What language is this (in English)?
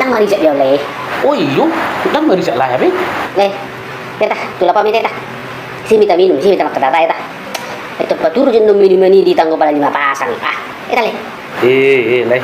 Batak Toba